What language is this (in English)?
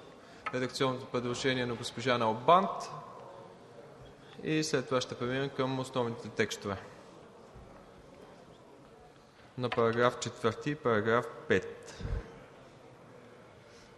Bulgarian